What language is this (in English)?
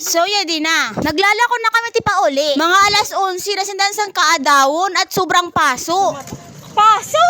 Waray